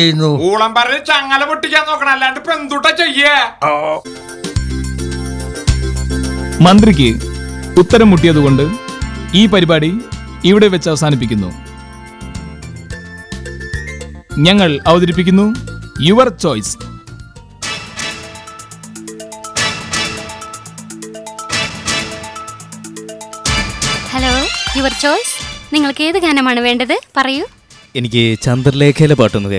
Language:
Malayalam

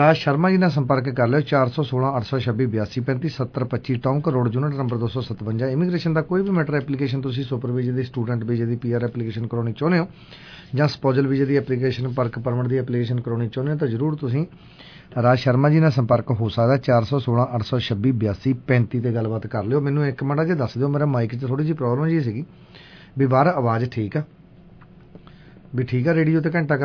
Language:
Punjabi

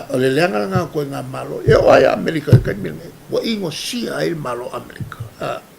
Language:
Samoan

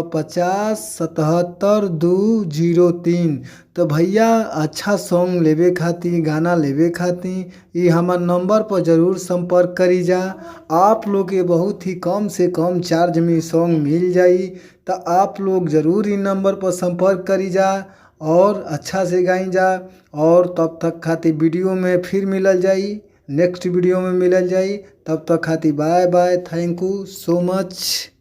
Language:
Bhojpuri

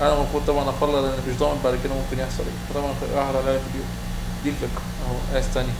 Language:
Egyptian Arabic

